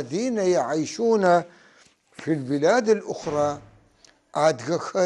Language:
North Levantine Arabic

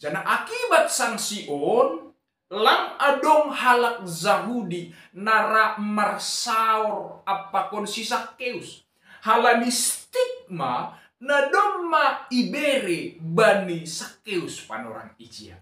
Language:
Batak Simalungun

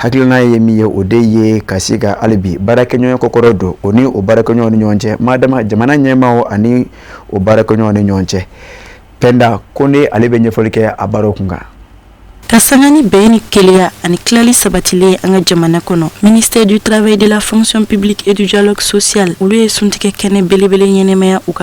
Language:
Bambara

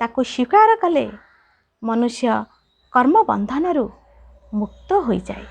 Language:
Odia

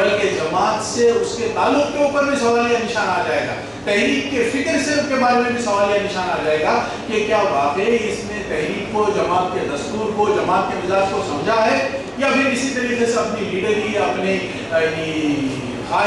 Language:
Urdu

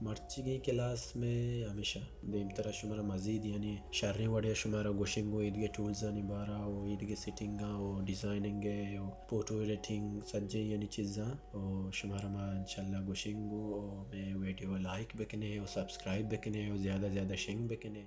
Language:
Baluchi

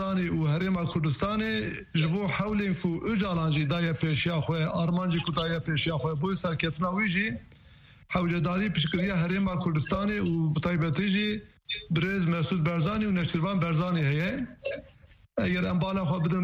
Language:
Kurdish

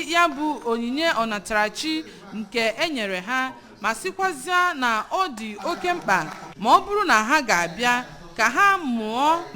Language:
Igbo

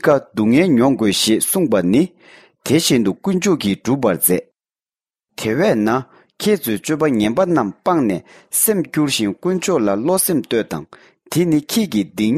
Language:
Tibetan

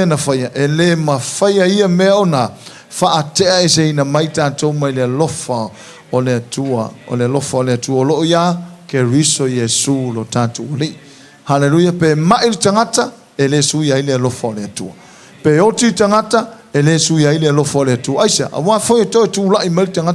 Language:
Samoan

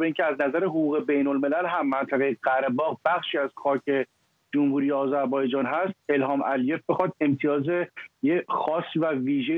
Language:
Persian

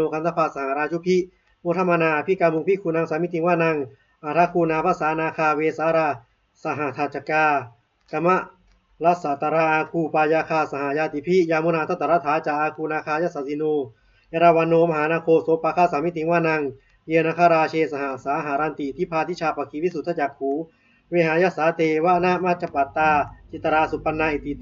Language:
Pali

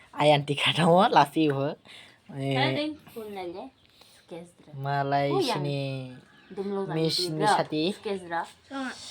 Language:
Kok Borok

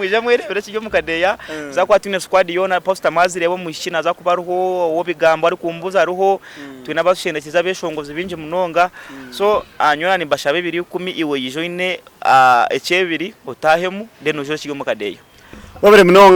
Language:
Nyankole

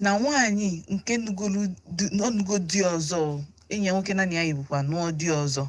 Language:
Igbo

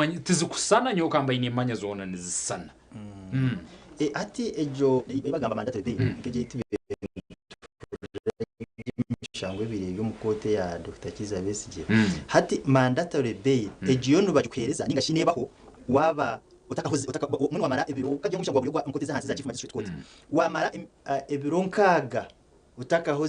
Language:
Nyankole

